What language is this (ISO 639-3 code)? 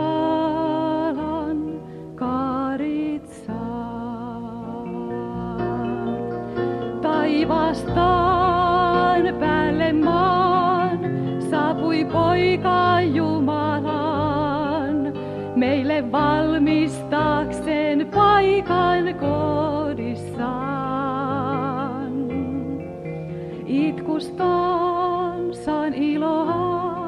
fin